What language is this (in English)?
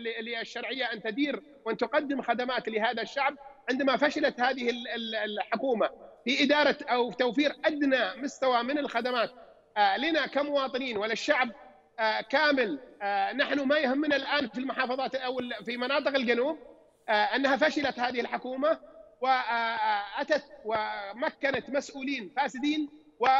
Arabic